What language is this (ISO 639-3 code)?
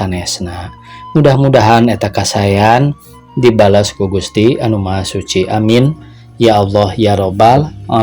sun